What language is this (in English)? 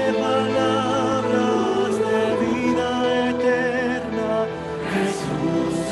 Guarani